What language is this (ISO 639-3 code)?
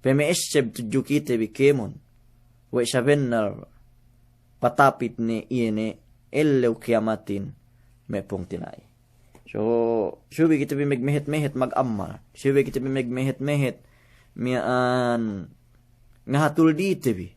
yka